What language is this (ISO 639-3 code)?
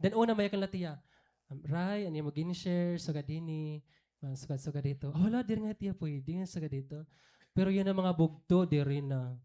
war